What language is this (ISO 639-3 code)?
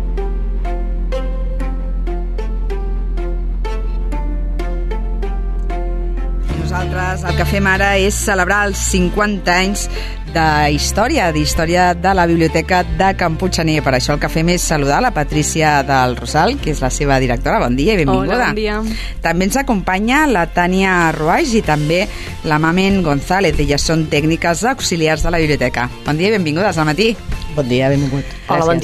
cat